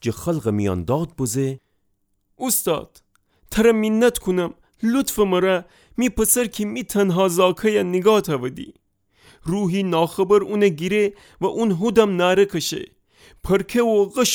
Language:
Gilaki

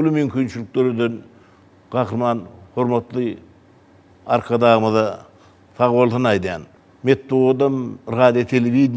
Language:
Turkmen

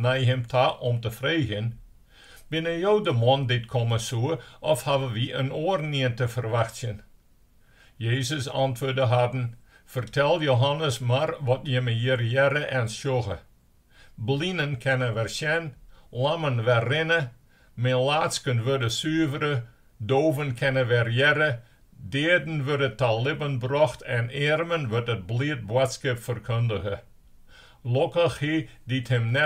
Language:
Western Frisian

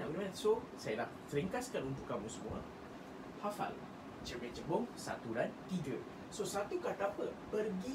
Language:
Malay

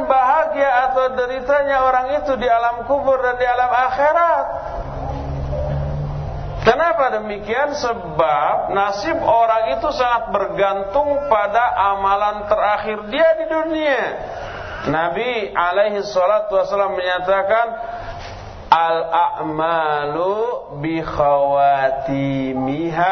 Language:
Indonesian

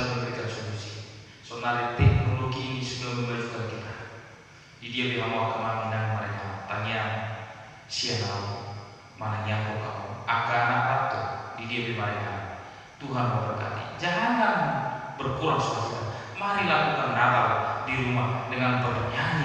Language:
Batak Toba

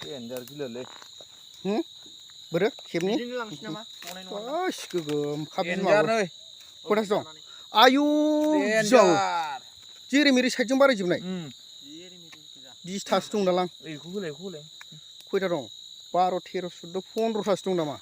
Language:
Bodo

